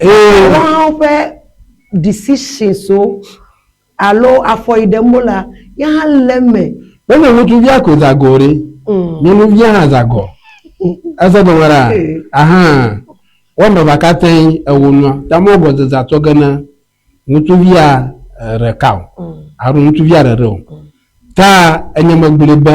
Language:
Ewe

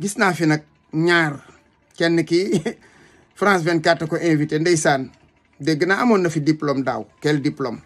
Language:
Wolof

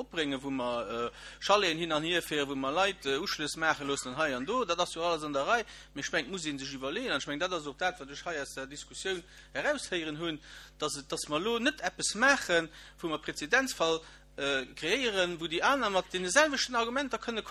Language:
Luxembourgish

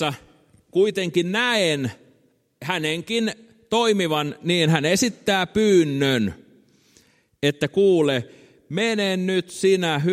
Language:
Finnish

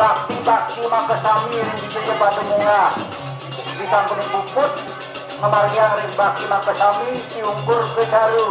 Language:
Balinese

